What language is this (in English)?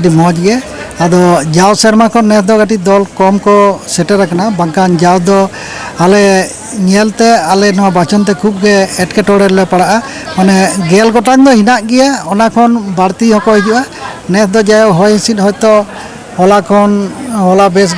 Santali